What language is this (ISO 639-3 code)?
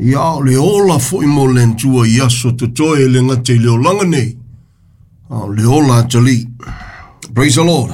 smo